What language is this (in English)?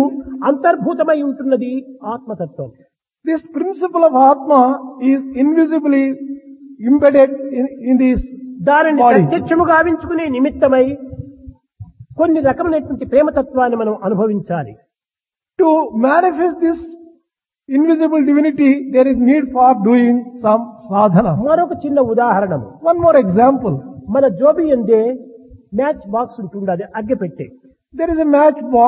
Telugu